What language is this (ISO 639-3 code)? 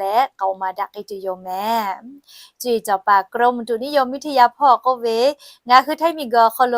lhu